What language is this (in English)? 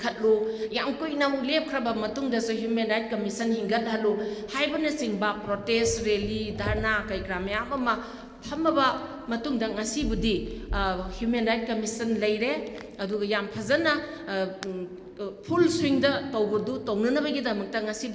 Manipuri